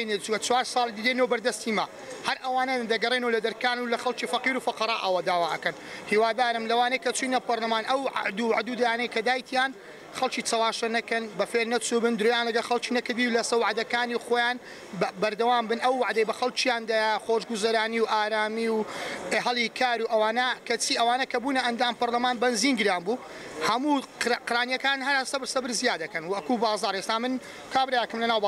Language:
Central Kurdish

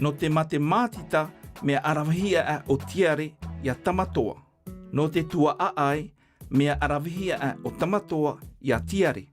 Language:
Tahitian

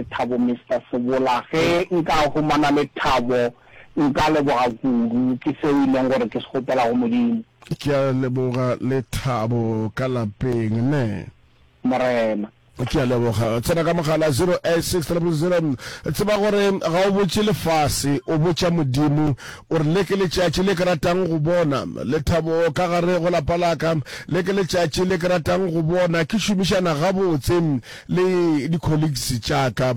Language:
Northern Sotho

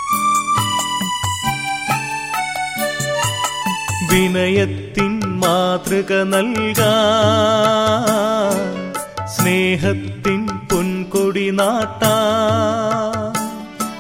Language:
Malayalam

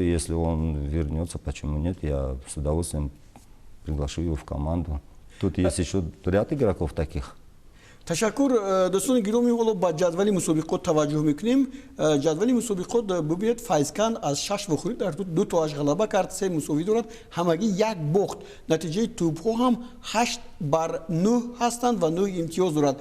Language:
Tajik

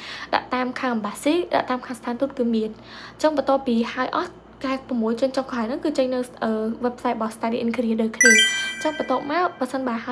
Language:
Khmer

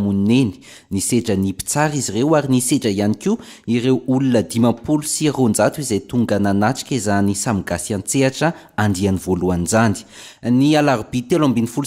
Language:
Malagasy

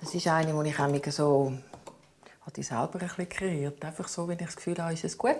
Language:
Swiss German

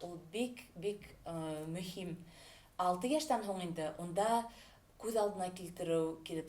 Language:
Bashkir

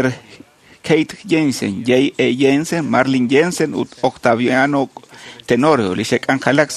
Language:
Kekchí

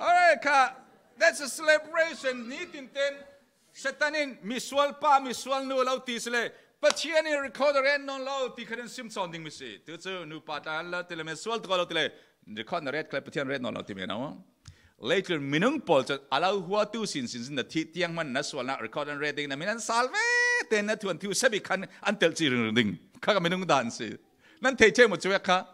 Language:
Falam Chin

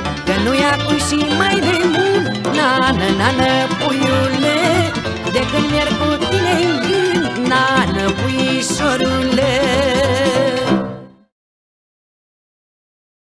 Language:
Romanian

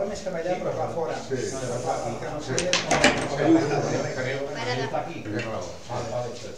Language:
Catalan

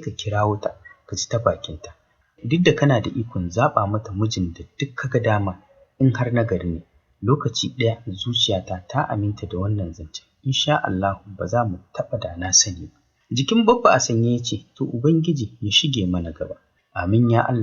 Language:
Hausa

